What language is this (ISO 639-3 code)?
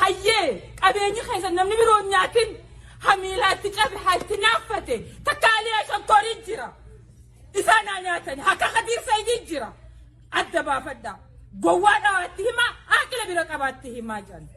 orm